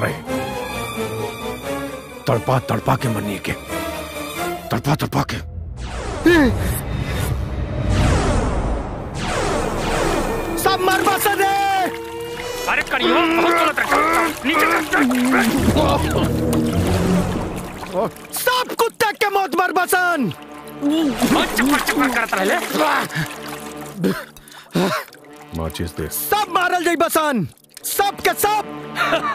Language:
Bhojpuri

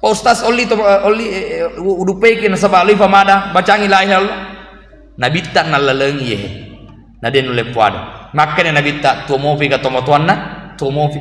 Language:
Buginese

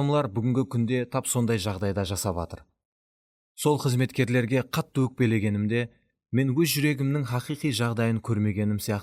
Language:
Kara-Kalpak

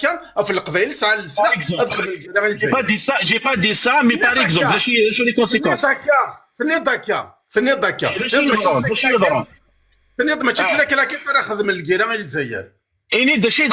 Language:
Kabyle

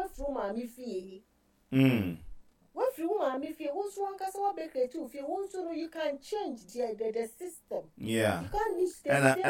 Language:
Akan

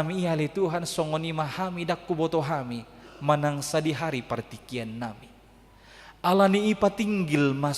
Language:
Batak Toba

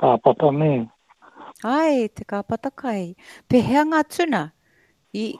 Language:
Māori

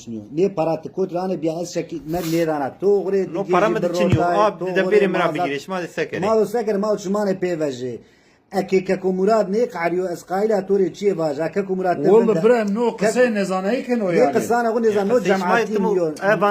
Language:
Zaza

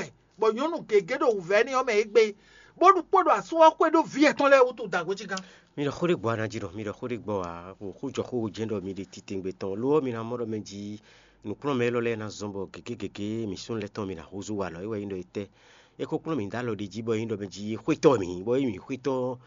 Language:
Fon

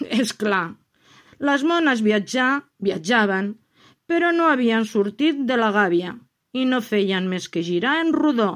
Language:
Catalan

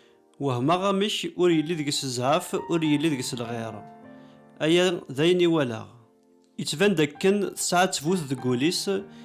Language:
Kabyle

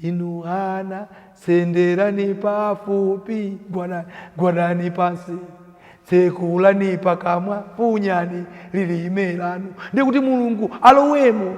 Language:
Nyanja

